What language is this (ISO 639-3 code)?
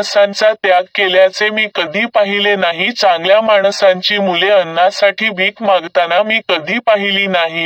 mar